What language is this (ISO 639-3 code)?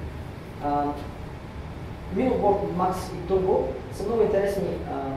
bul